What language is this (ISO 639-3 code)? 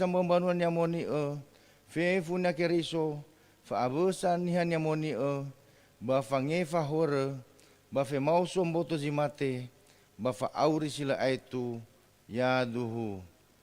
nia